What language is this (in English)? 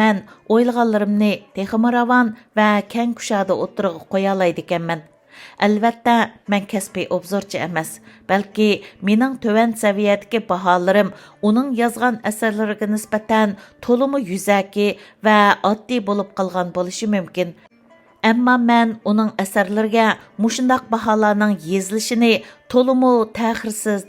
Uyghur